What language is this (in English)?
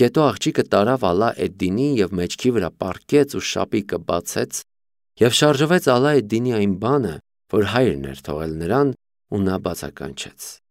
Armenian